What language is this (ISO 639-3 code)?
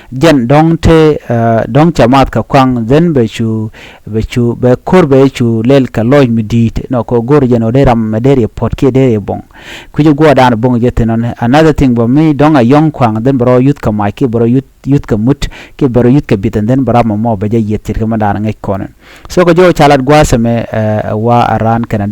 nus